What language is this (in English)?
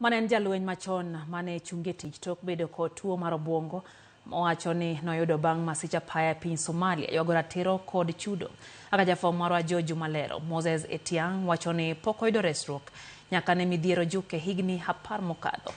Luo (Kenya and Tanzania)